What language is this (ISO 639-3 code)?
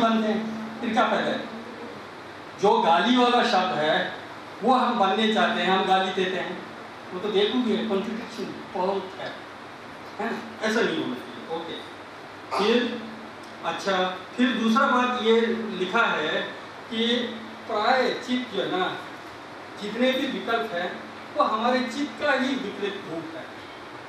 hin